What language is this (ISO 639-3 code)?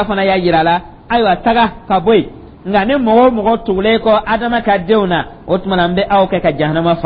dyu